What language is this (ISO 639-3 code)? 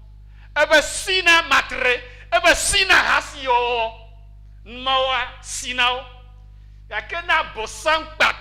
ewe